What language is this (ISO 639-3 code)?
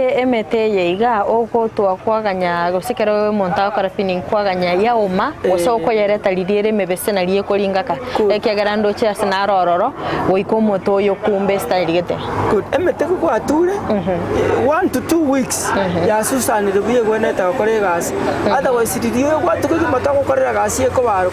guz